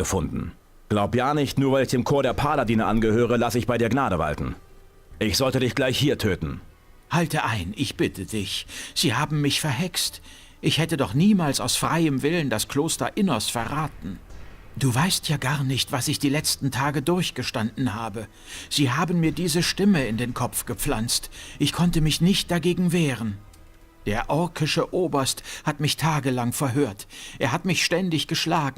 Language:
Bavarian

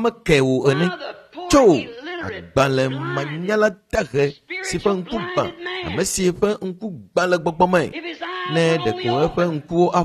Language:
Ewe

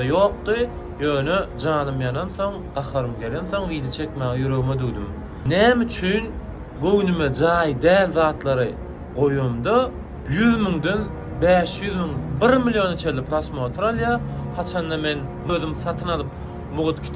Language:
Turkmen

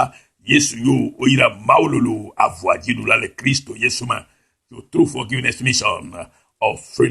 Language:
Ewe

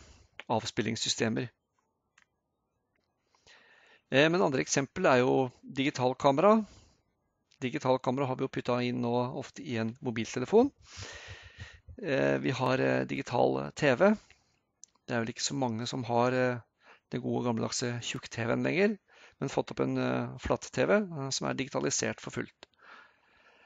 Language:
Norwegian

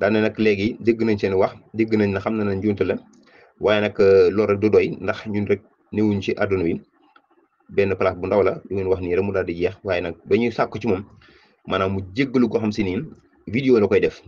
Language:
Wolof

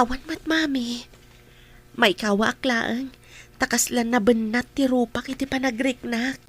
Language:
Iloko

